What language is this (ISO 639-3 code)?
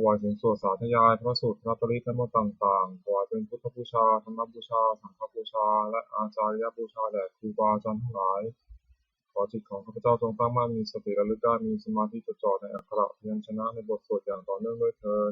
pli